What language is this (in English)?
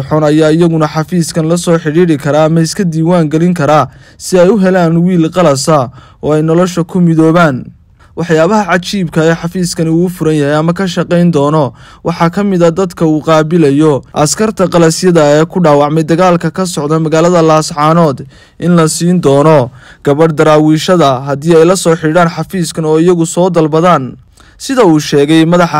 Somali